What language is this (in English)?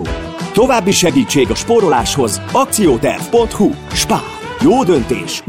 Hungarian